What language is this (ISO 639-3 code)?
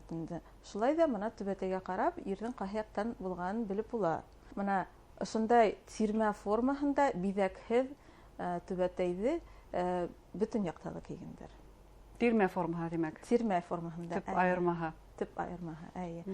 bak